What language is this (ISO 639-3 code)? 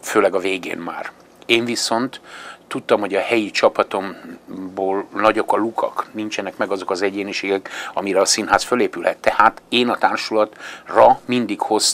hun